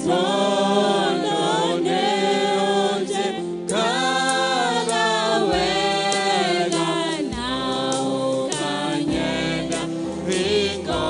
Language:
Kikuyu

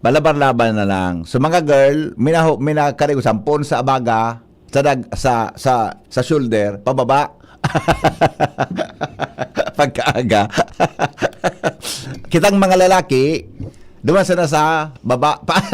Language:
Bikol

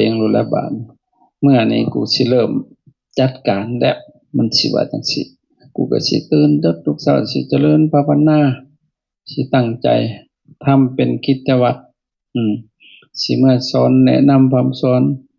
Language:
Lao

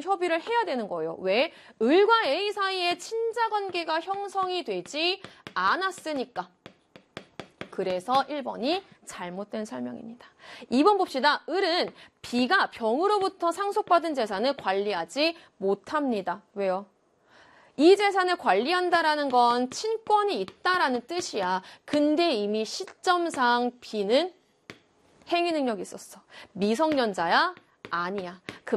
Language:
Korean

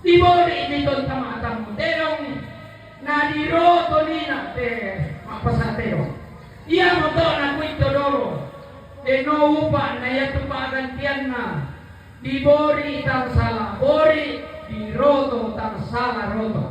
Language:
Toraja-Sa'dan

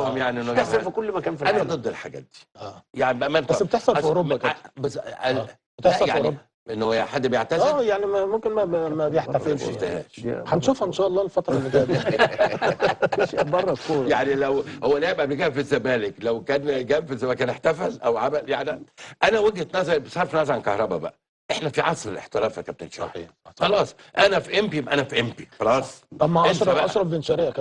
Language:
Egyptian Arabic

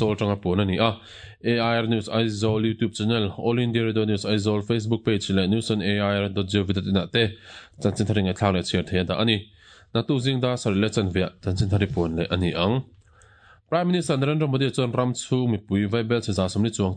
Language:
Mizo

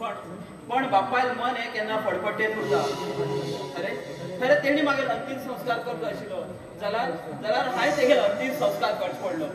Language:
Konkani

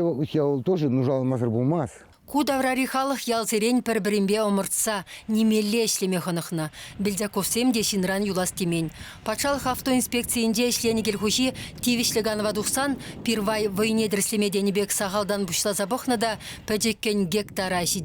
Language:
Chuvash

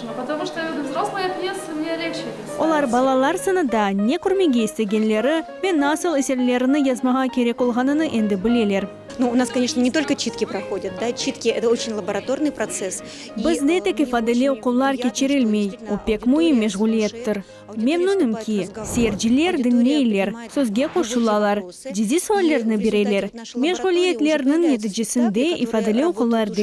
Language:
Crimean Tatar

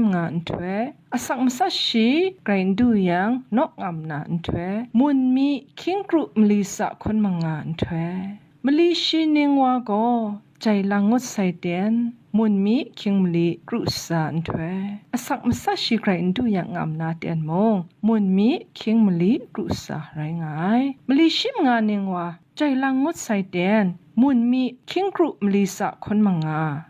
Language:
Kachin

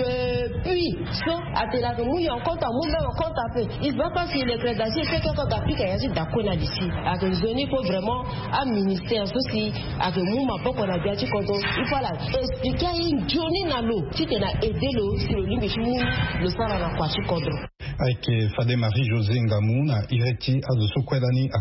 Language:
Sango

